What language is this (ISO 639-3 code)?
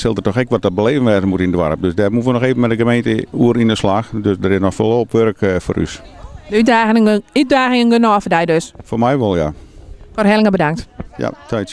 fry